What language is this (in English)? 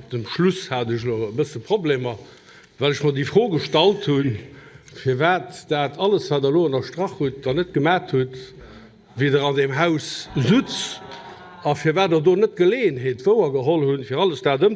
Luxembourgish